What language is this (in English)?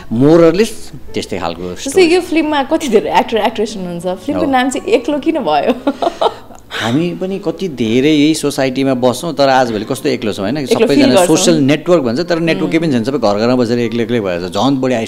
Nepali